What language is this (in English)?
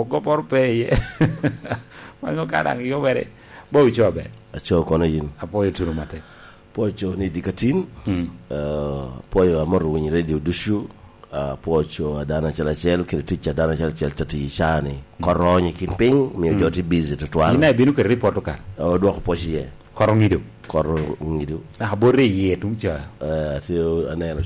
Lango (Uganda)